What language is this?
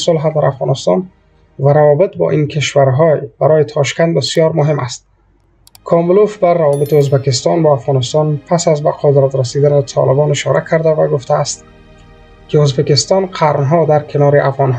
Persian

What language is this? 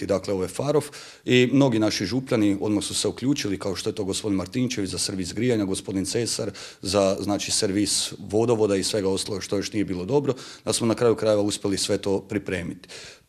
Croatian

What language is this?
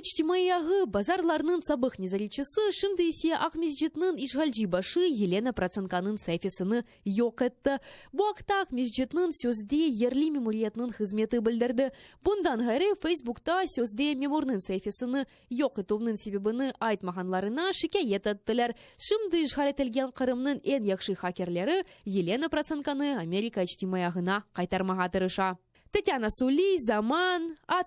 Crimean Tatar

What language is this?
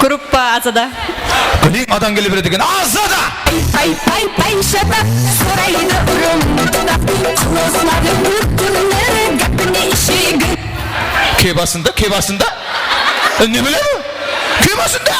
Kara-Kalpak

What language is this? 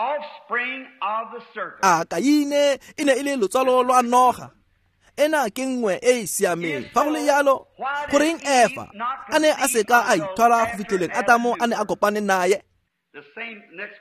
Tswana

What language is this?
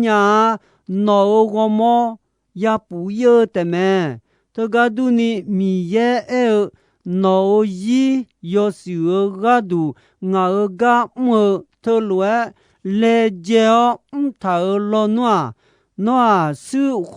Akha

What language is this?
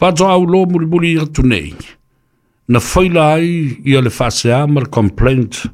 Samoan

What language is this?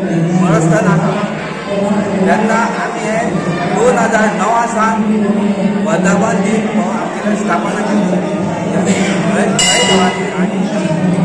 Konkani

